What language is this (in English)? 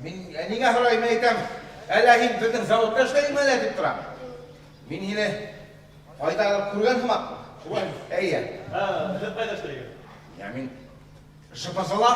Bashkir